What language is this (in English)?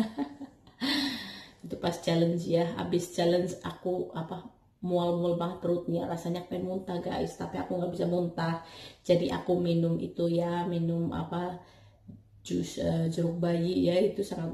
Indonesian